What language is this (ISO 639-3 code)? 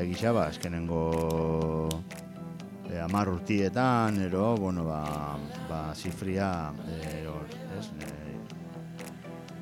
eus